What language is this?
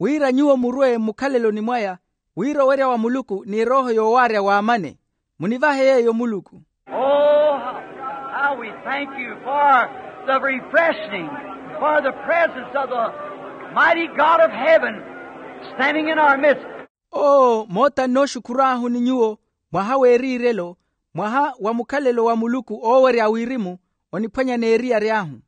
Makhuwa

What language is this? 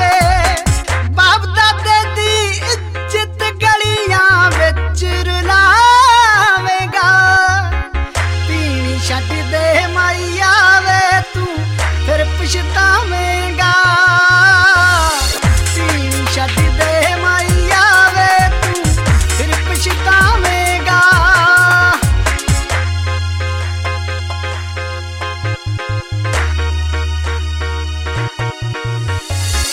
Punjabi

